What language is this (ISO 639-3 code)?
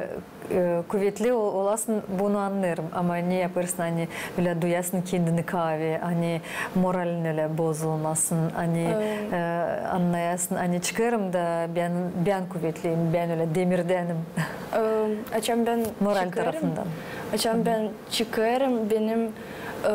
gag